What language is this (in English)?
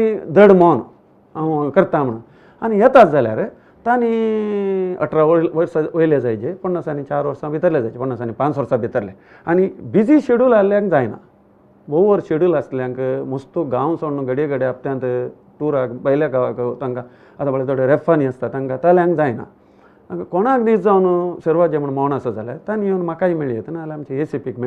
Konkani